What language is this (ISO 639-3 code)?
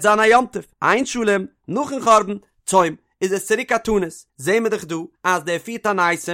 yid